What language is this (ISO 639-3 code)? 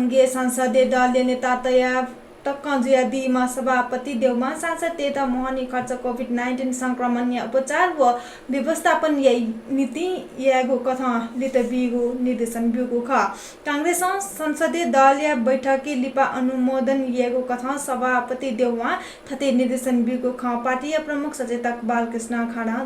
new